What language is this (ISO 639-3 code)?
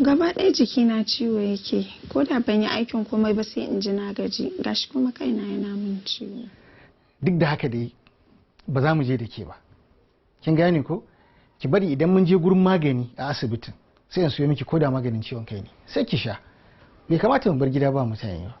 hau